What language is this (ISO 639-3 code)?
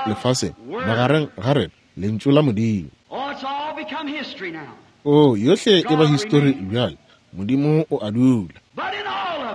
nso